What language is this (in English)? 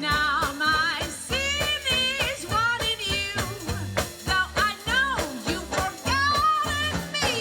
Luxembourgish